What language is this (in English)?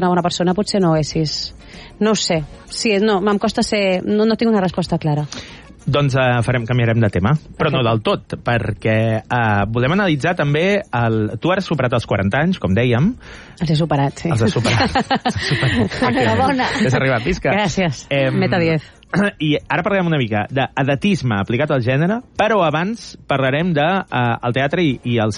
Catalan